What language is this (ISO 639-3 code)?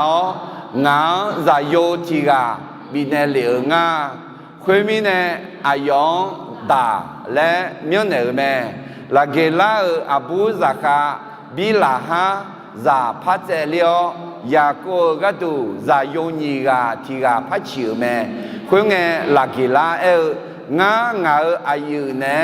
ahk